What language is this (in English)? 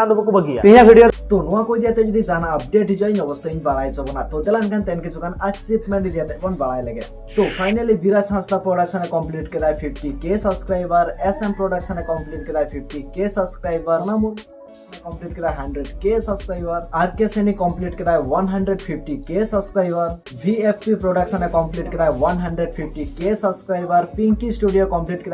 Santali